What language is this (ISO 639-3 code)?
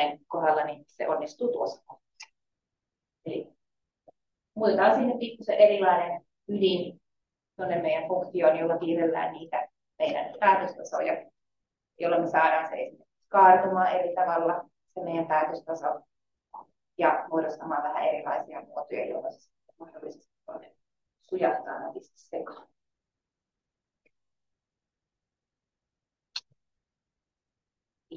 fin